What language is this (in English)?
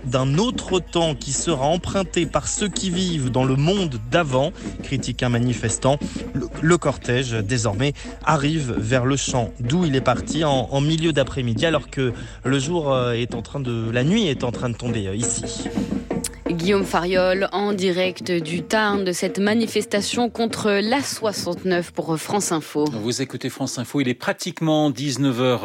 French